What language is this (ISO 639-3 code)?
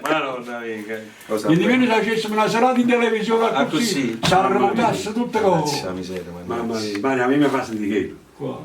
nap